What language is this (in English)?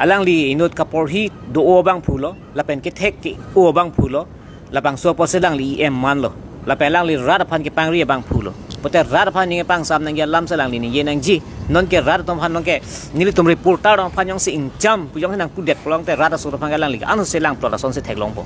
Karbi